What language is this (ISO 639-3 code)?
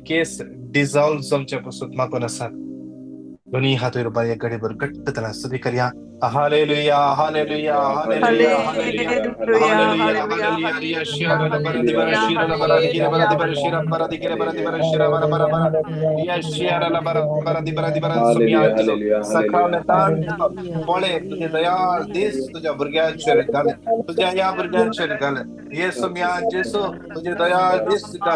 kok